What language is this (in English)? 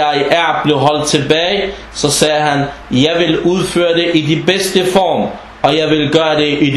Danish